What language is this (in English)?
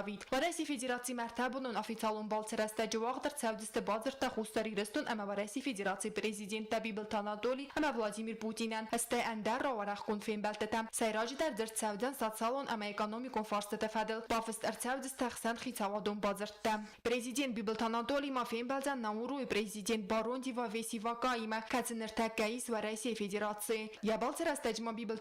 Ossetic